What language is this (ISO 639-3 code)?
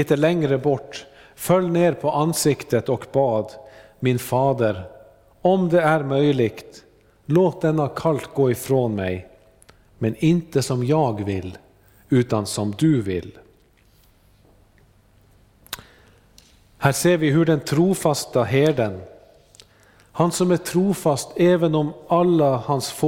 swe